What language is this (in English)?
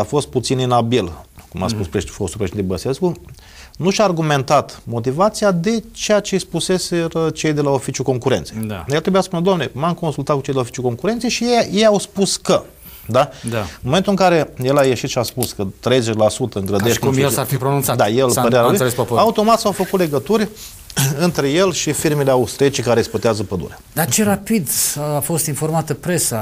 Romanian